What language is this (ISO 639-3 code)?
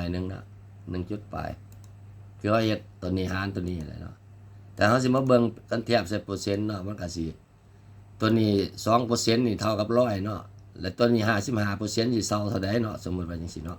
lao